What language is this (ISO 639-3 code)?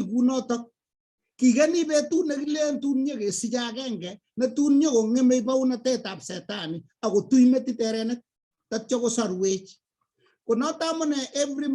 kln